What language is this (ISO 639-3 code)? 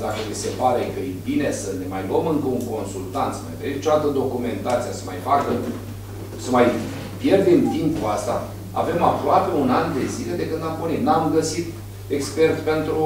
ron